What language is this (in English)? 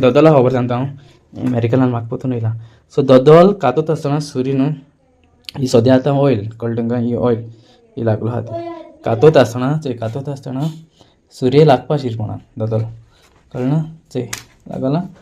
Konkani